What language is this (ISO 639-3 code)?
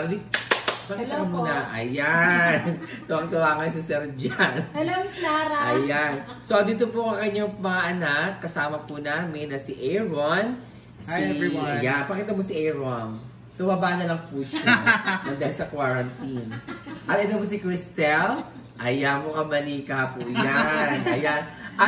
fil